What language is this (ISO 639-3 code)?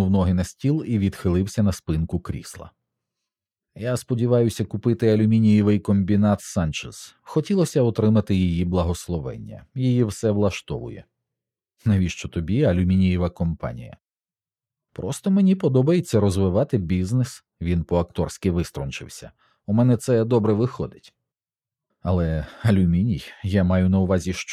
ukr